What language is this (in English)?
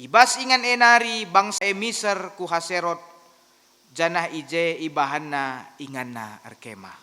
Batak Karo